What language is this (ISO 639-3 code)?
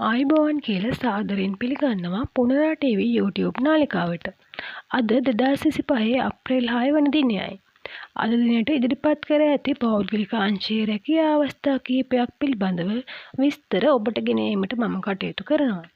sin